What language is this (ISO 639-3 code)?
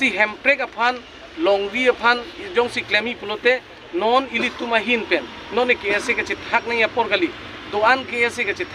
mjw